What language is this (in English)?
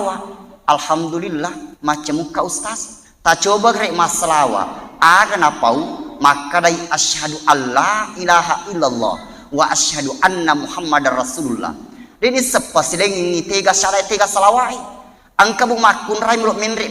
Buginese